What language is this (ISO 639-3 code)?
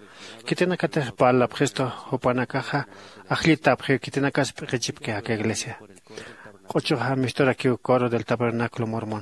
aym